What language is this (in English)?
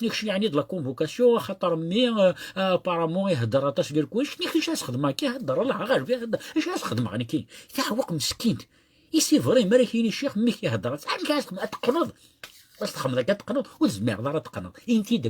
Kabyle